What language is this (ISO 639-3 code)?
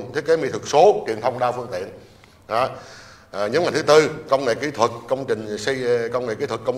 vie